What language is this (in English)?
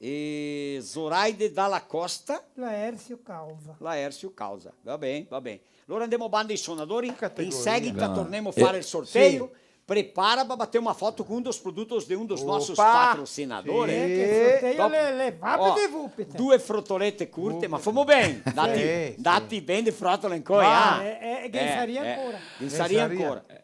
Venetian